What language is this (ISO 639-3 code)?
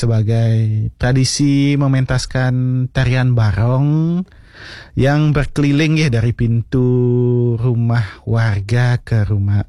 ban